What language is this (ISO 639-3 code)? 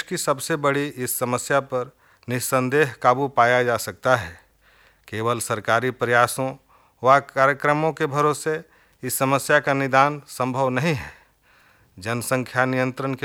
hin